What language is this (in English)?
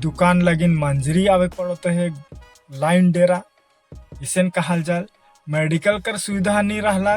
Sadri